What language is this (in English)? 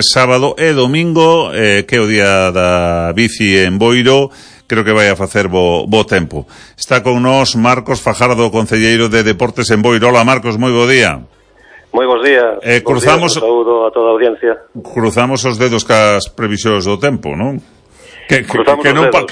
Galician